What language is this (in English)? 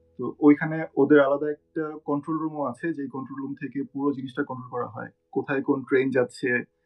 Bangla